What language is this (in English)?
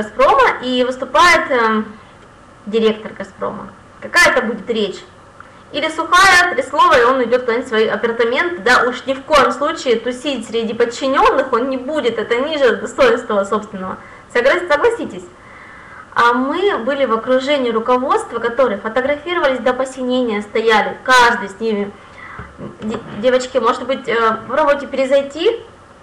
Russian